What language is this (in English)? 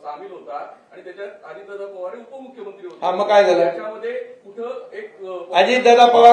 Marathi